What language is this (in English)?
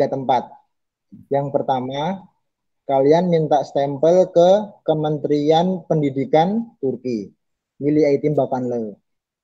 Indonesian